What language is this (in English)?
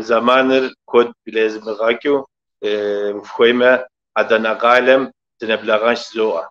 Kabardian